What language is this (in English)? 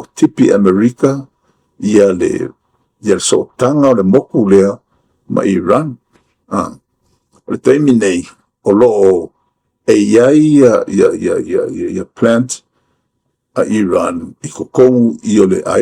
Samoan